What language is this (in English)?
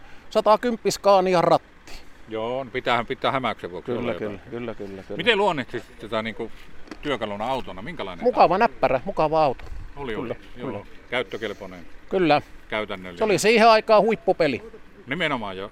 Finnish